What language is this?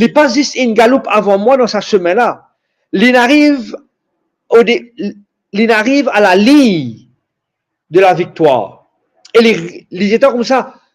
Morisyen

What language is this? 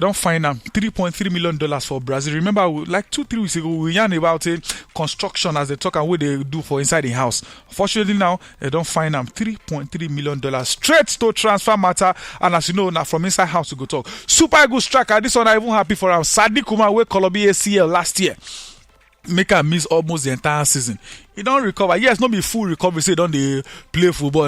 Nigerian Pidgin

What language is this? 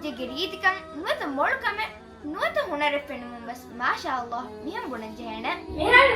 Divehi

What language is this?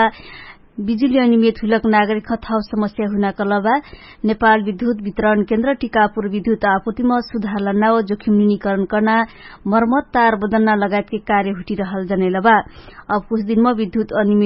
Dangaura Tharu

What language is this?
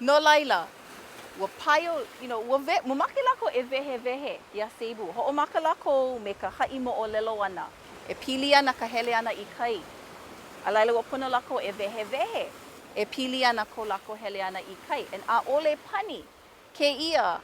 Hawaiian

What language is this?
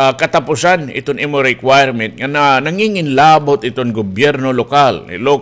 Waray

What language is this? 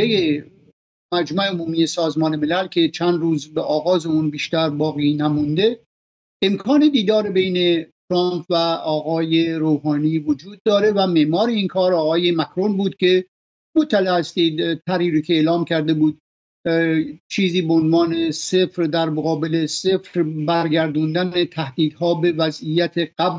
Persian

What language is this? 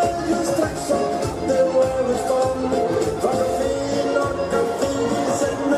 Dutch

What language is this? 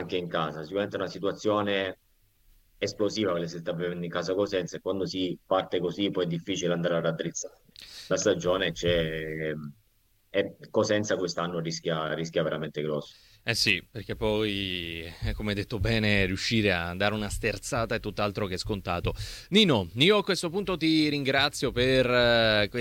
Italian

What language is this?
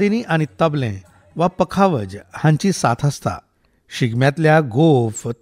Konkani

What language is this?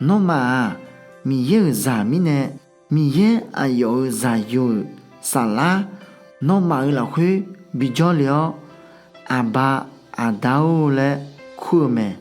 Akha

